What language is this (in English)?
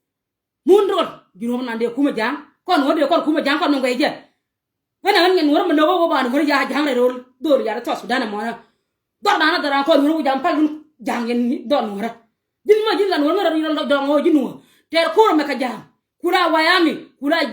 Nuer